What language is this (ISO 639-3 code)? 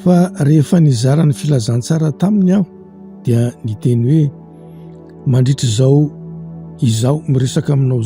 mlg